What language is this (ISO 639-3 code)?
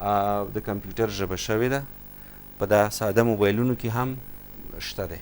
pus